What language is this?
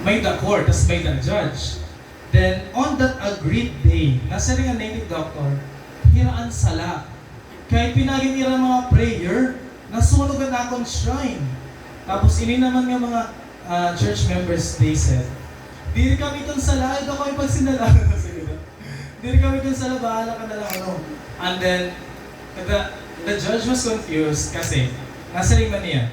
Waray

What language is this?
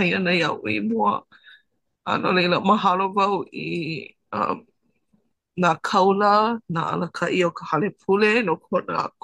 Hawaiian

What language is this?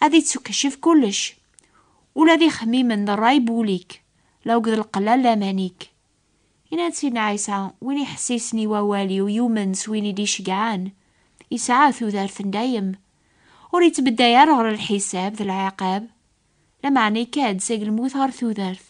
Kabyle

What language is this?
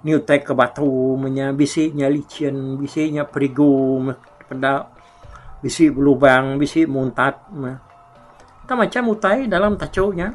Iban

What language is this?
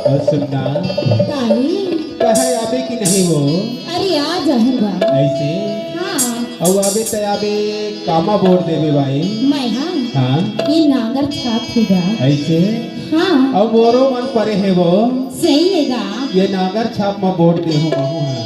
Chhattisgarhi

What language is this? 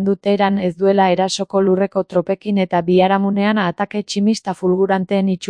Basque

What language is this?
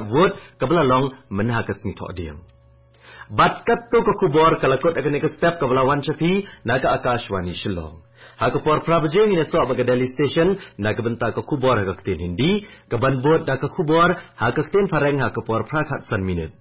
Khasi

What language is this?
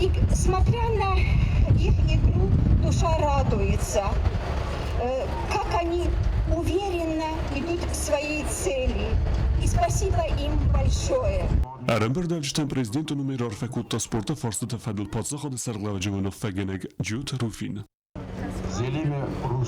Ossetic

